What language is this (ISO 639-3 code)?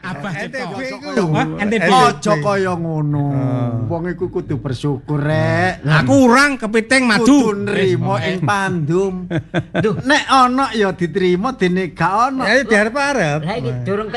jav